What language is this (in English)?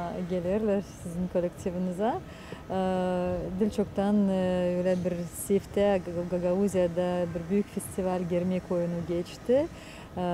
Gagauz